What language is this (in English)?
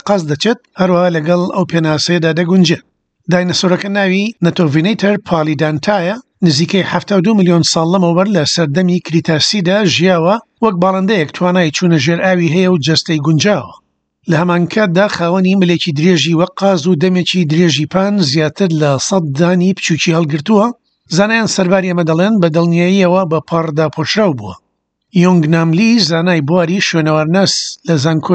Central Kurdish